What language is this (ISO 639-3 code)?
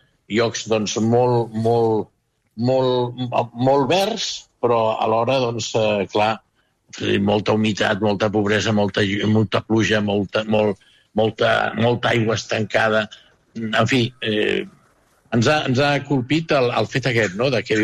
cat